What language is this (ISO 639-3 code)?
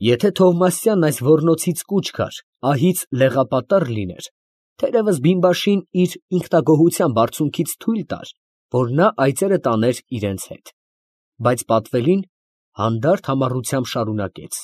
hye